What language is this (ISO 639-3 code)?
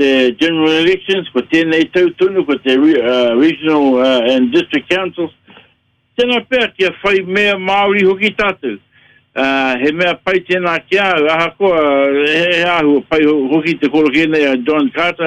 mri